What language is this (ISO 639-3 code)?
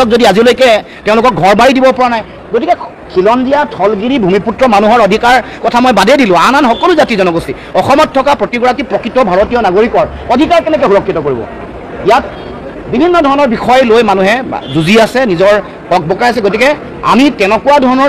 asm